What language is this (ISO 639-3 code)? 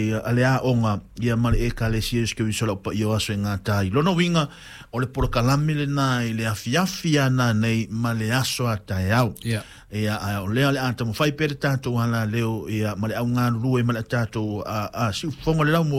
smo